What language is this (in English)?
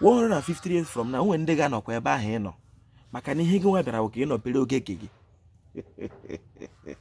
Igbo